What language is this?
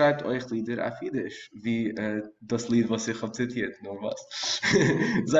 Yiddish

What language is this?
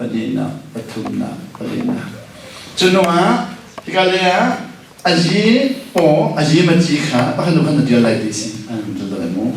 Hakha Chin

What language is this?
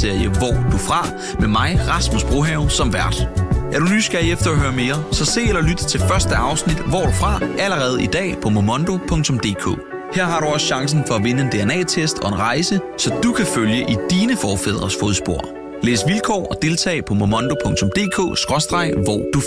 Danish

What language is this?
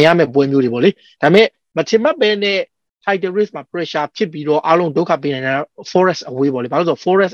Burmese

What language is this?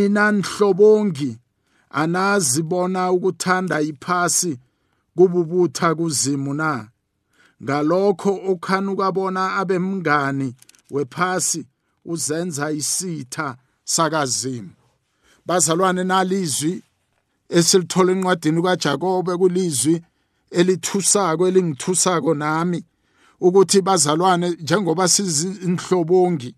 South Ndebele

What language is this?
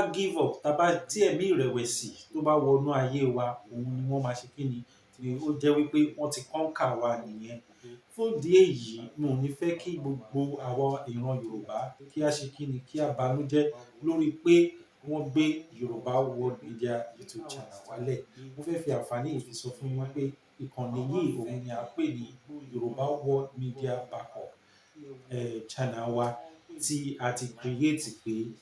Yoruba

